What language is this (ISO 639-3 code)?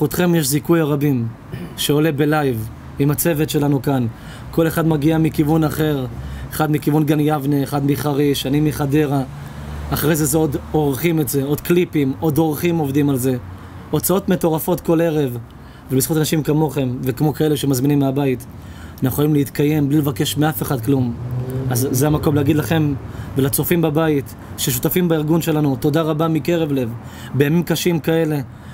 heb